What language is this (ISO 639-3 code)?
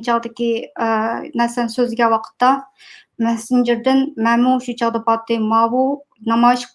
uig